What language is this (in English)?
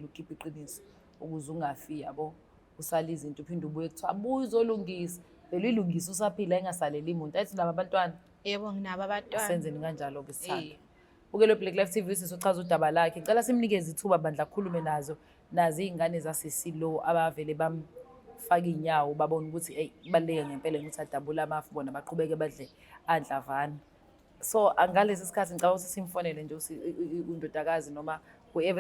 Zulu